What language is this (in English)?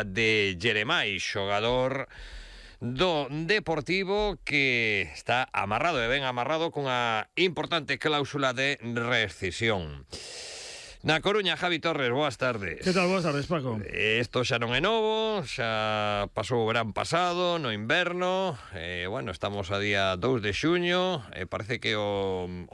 Galician